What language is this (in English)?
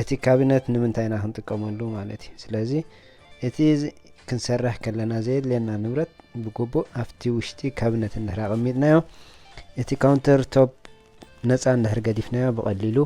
Tigrinya